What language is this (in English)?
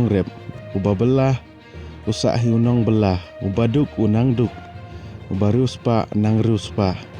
Khasi